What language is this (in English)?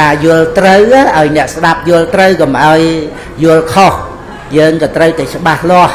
Khmer